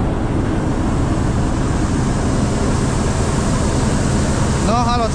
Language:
Polish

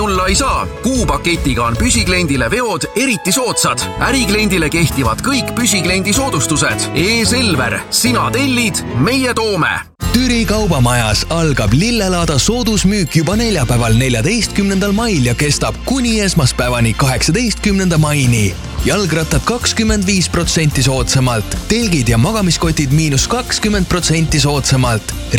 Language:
Estonian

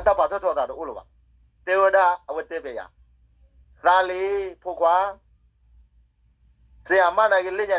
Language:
S'gaw Karen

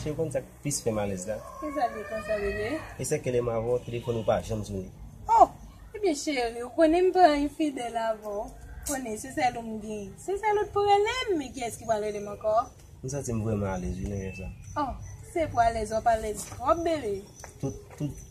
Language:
Haitian Creole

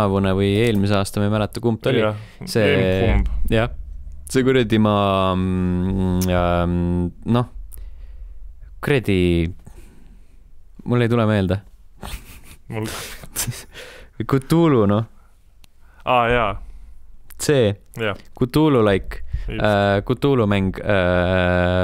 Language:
Estonian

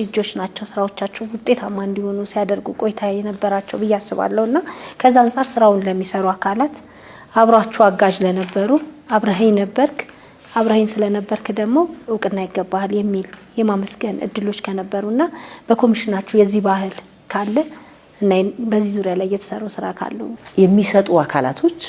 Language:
Amharic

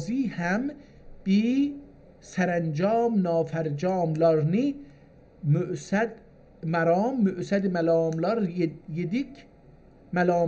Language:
South Azerbaijani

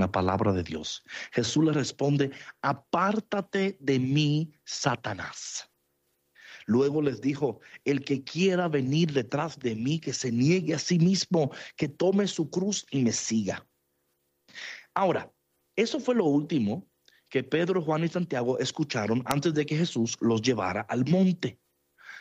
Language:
Spanish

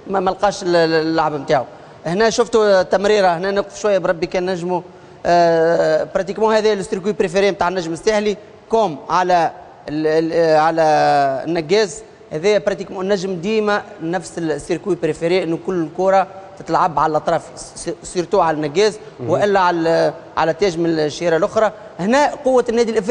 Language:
Tunisian Arabic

